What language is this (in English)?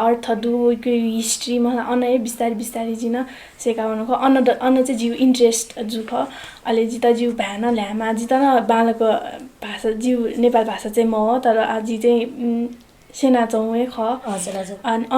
Newari